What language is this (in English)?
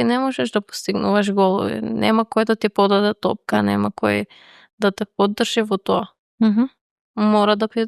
Macedonian